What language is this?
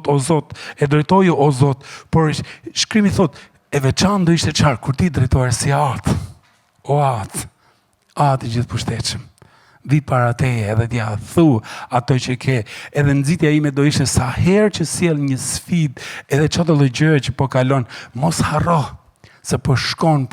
Albanian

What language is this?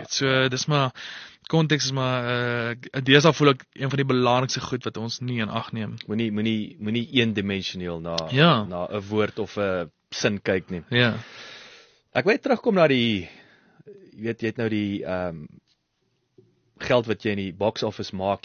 Afrikaans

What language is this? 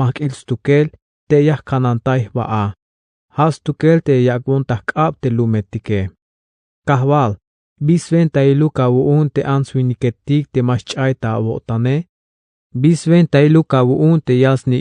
Tzeltal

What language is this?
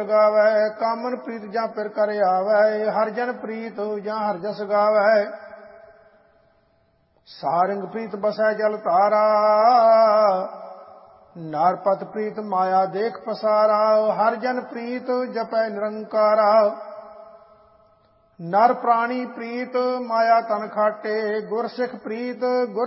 Punjabi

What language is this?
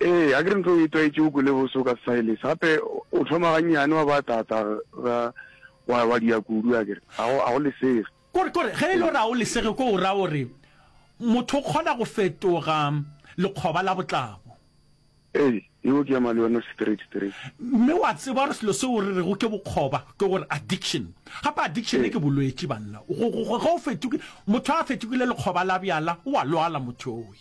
Northern Sotho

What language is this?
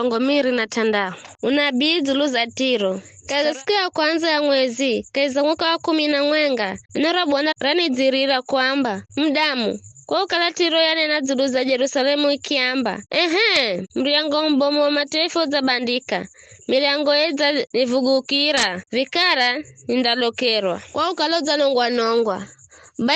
Giryama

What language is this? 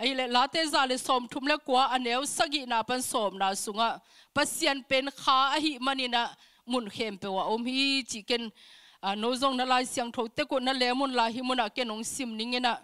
Tedim Chin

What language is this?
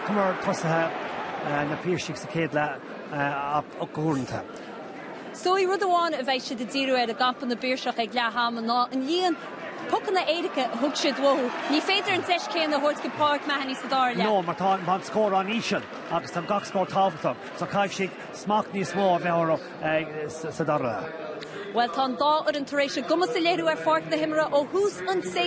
Irish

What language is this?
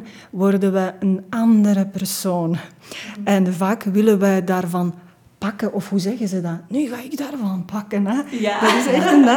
Dutch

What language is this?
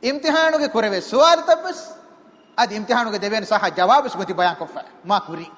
Divehi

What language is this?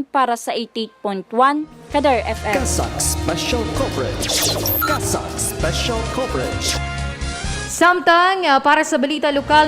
Hiligaynon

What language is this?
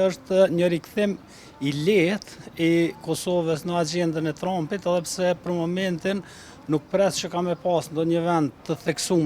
Albanian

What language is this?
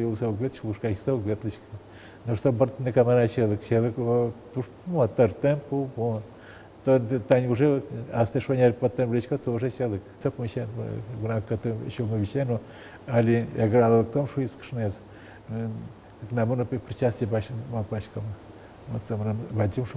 Udmurt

